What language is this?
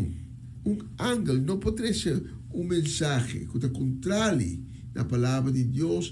Papiamento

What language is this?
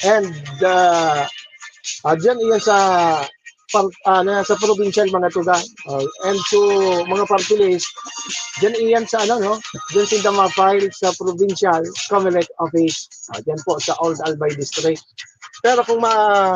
Bikol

